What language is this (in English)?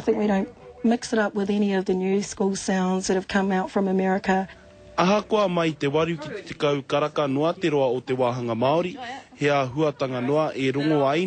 Māori